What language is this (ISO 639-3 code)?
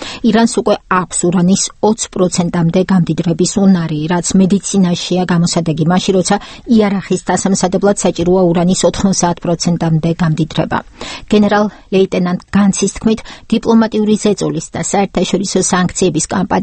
kat